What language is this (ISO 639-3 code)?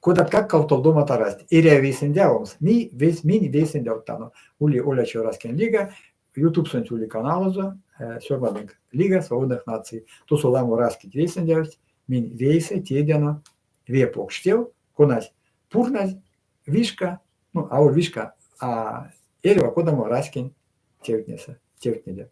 myv